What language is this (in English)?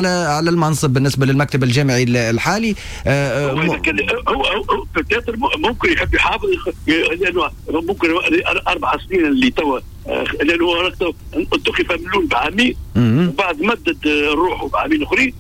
Tunisian Arabic